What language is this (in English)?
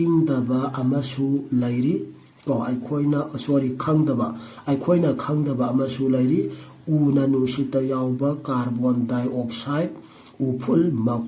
Manipuri